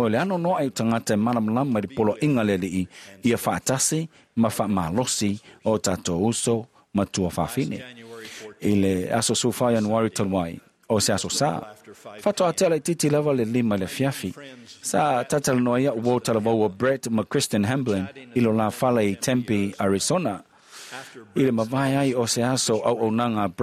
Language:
Samoan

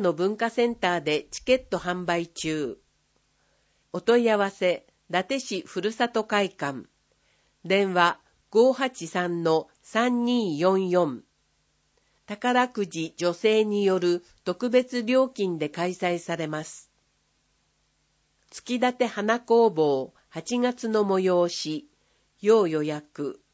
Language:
Japanese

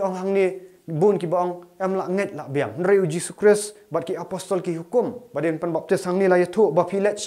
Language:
Khasi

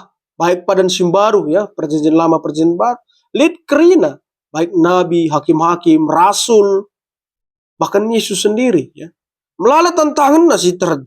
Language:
Batak Karo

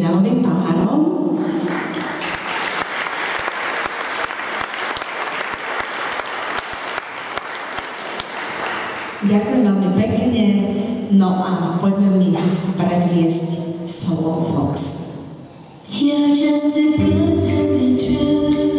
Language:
Slovak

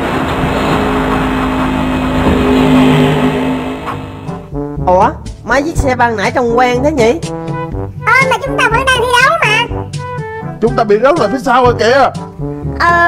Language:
Vietnamese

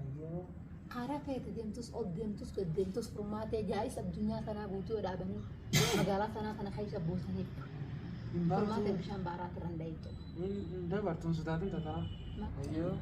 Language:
Oromo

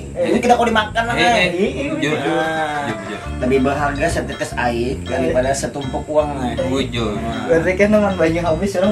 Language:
Banjar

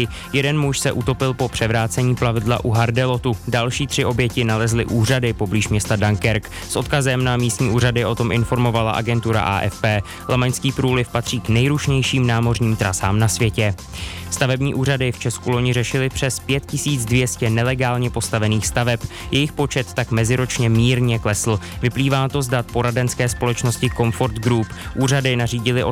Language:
Czech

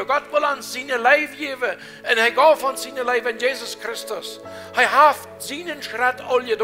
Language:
Plautdietsch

